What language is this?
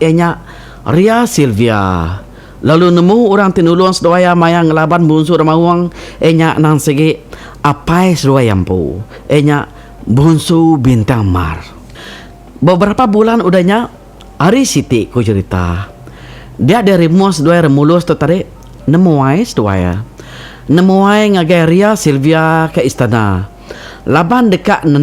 Iban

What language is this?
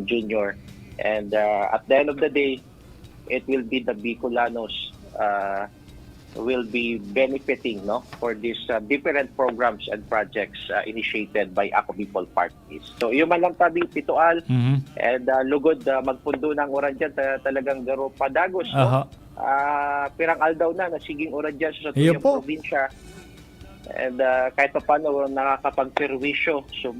Bikol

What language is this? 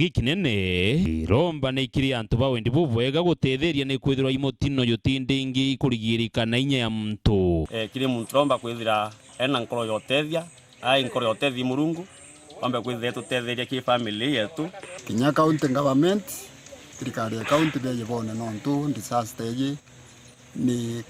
Meru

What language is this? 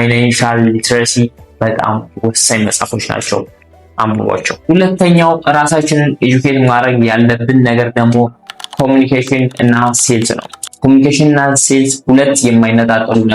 Amharic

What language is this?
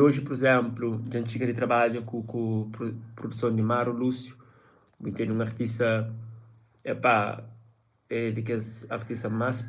Kabuverdianu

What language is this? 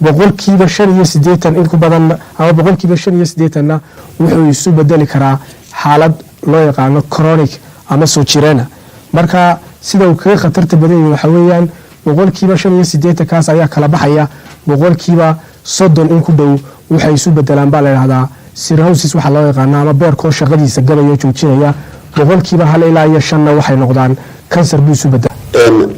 Somali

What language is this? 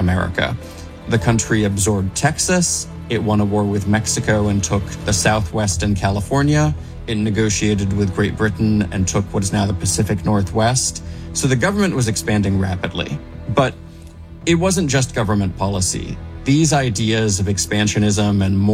English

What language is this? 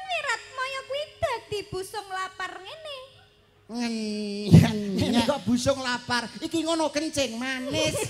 Javanese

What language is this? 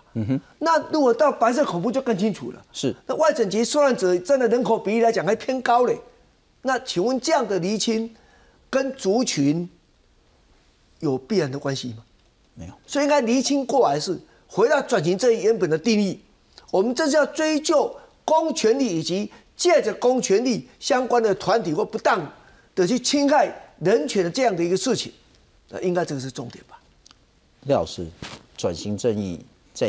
Chinese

